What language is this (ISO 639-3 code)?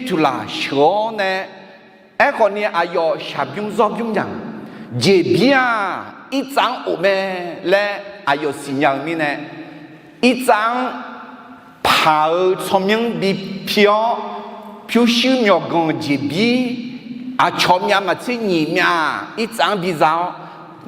ahk